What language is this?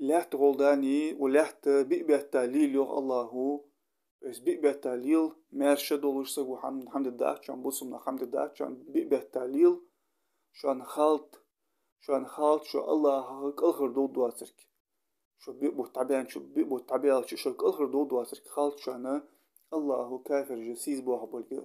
Ingush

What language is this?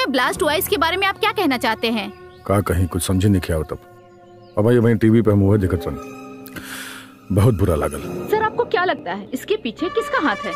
Bhojpuri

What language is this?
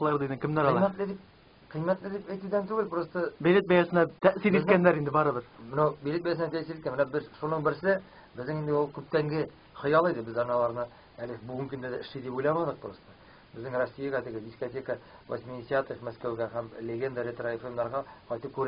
Tatar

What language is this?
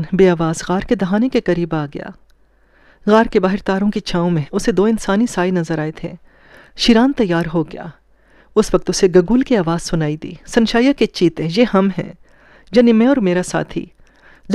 Urdu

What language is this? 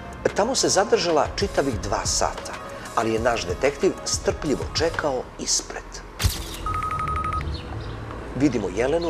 Serbian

